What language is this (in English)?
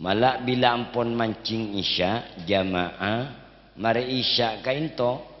Madurese